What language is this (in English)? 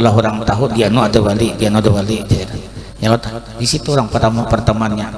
Banjar